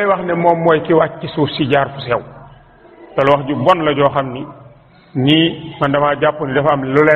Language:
Wolof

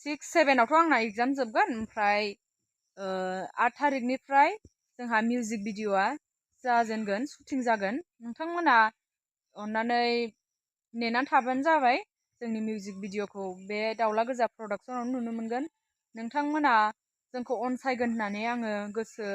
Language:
Bodo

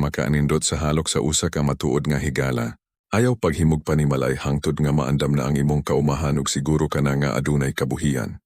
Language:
Cebuano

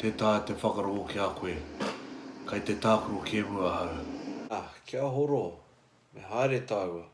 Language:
Māori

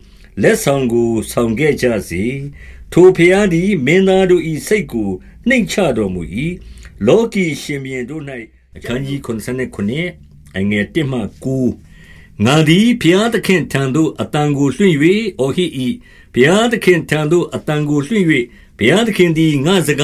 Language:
Burmese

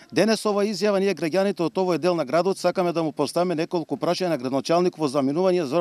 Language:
Macedonian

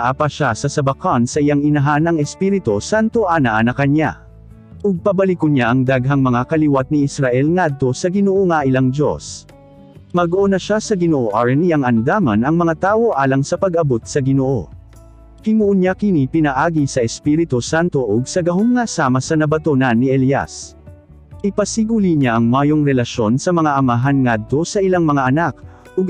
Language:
Cebuano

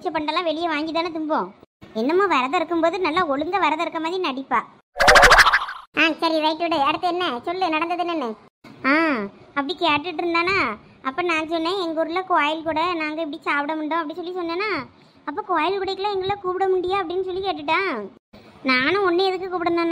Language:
Tamil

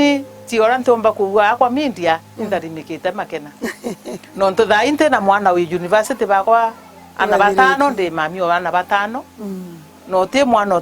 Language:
Meru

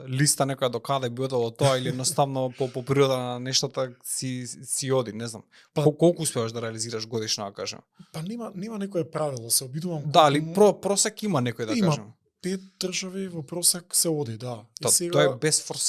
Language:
Macedonian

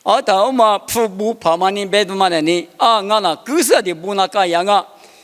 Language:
Lisu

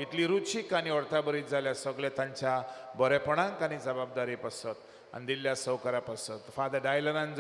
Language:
Konkani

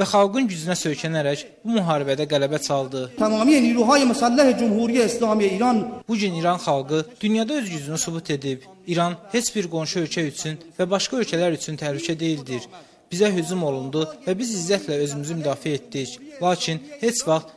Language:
Azerbaijani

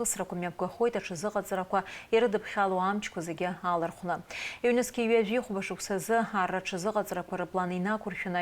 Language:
Abkhazian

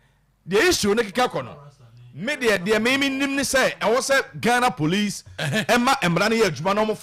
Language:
Akan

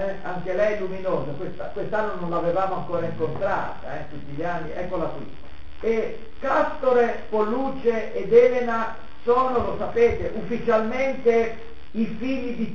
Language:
Italian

